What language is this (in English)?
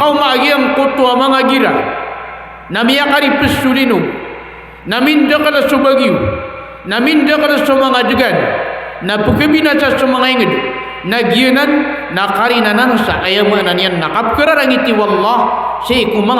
Maranao